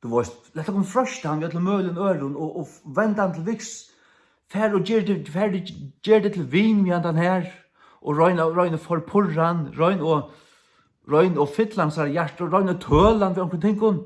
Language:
Faroese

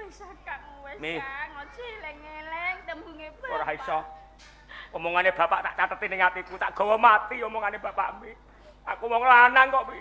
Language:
Javanese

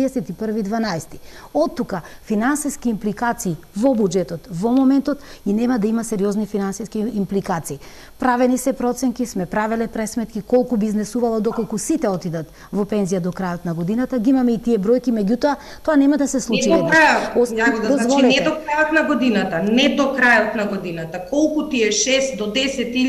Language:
Macedonian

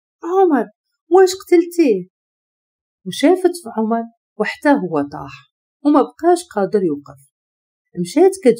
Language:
Moroccan Arabic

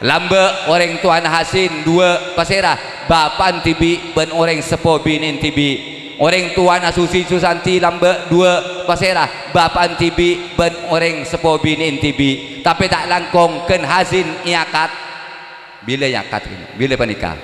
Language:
Madurese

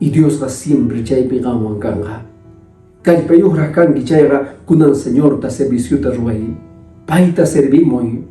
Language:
Quechua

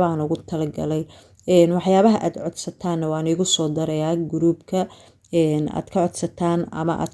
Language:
Somali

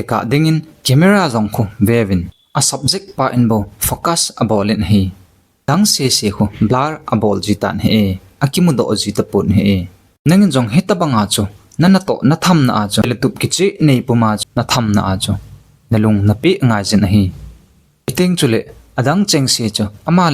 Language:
Thado Chin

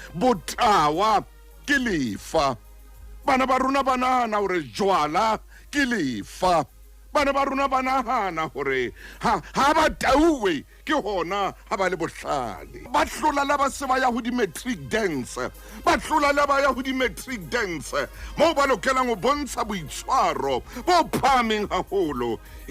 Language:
Southern Sotho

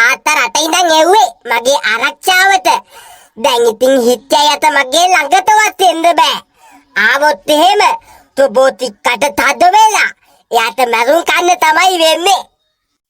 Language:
Sinhala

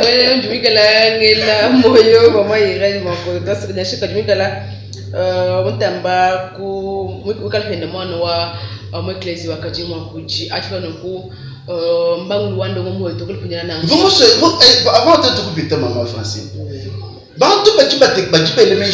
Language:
Luba-Lulua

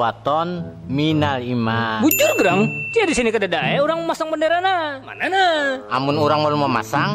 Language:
Banjar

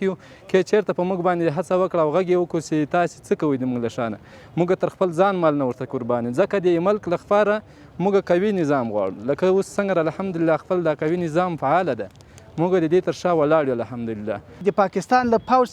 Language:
Pashto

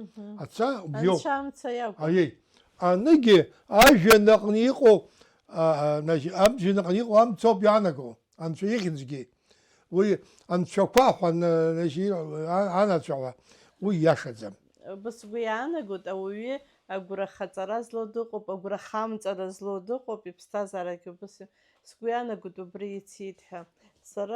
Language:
Abkhazian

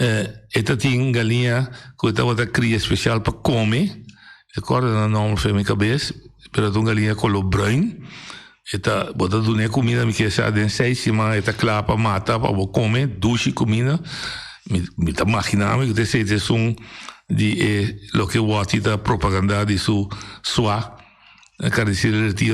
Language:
Papiamento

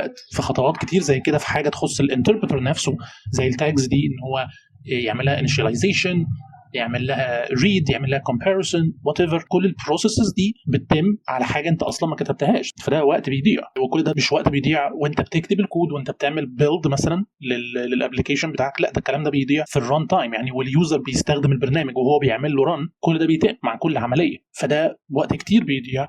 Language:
Egyptian Arabic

